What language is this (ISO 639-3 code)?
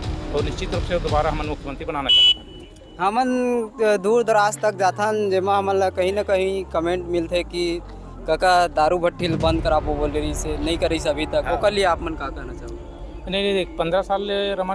hne